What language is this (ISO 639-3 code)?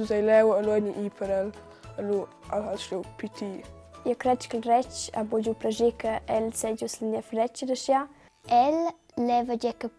roh